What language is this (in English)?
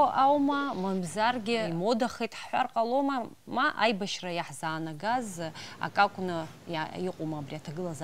Abkhazian